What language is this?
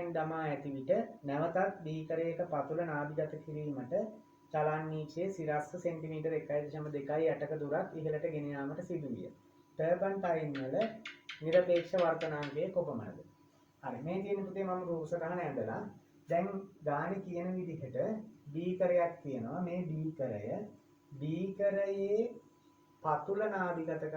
Sinhala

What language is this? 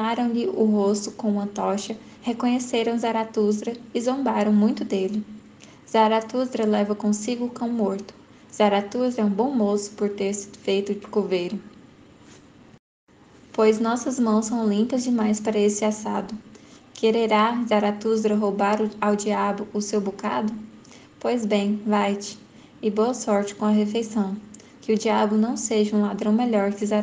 Portuguese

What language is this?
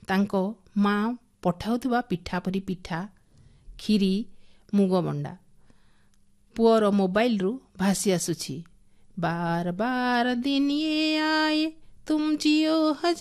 Odia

